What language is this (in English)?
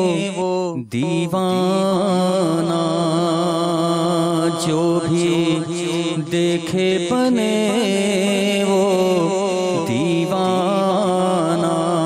Urdu